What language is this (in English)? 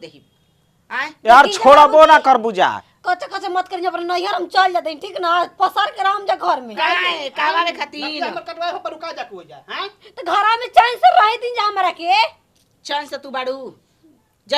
Bhojpuri